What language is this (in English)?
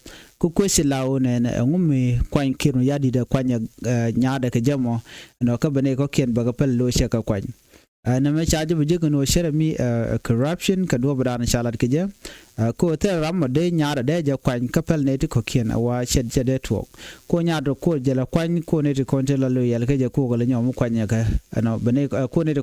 Nuer